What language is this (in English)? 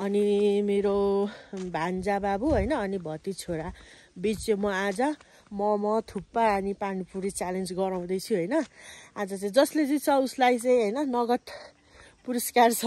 Nepali